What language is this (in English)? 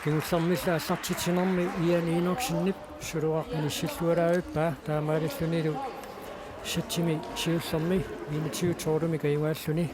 Kalaallisut